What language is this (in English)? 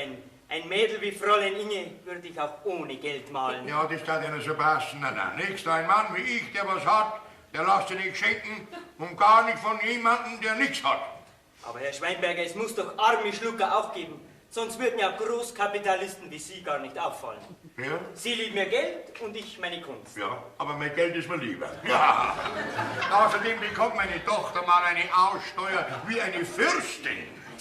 Bavarian